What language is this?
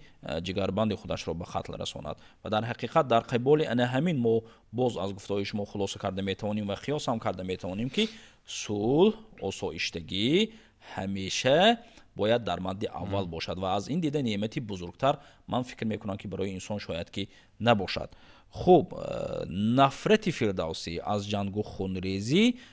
Tajik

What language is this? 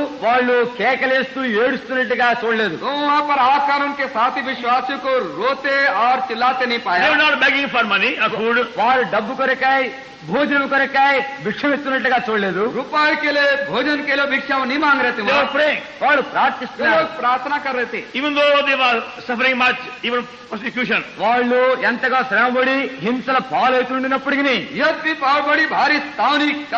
Telugu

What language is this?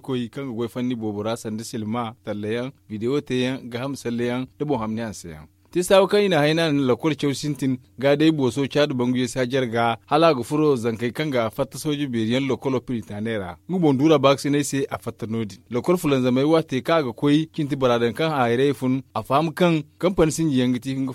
Zarma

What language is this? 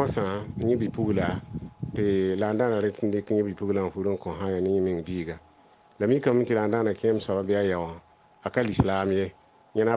Mossi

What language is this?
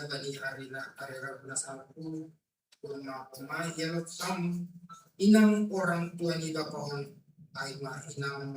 Batak Simalungun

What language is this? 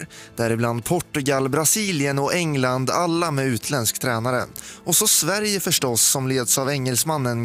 Swedish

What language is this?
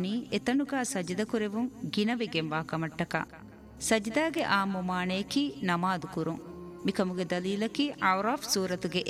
Divehi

